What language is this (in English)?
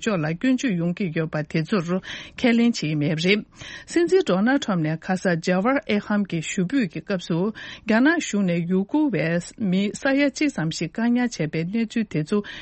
Tibetan